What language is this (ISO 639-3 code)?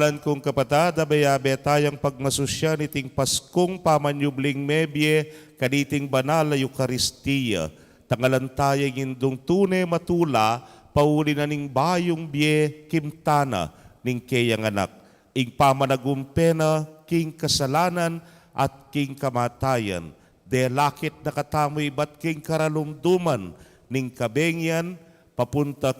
pam